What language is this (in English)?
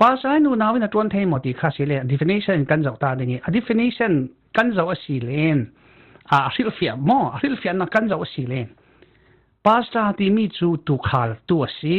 Falam Chin